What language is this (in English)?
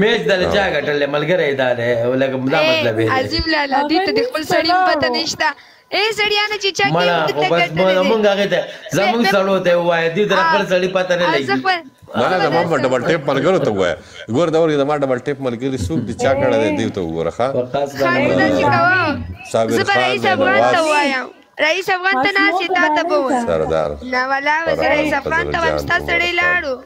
Pashto